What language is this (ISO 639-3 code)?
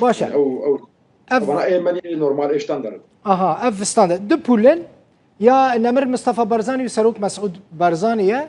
kur